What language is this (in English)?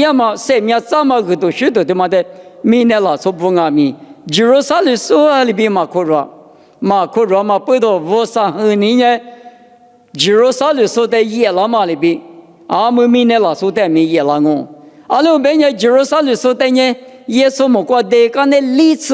Lisu